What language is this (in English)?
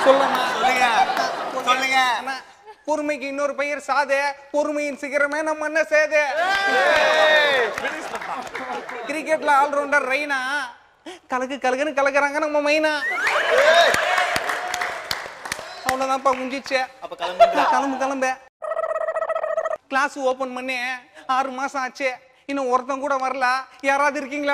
Tamil